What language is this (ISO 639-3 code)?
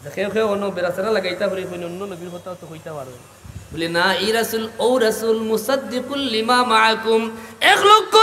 syl